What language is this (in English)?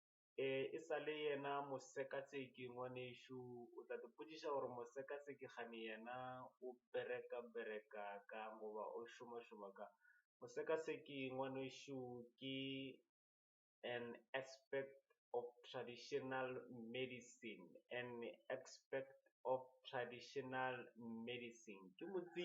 Northern Sotho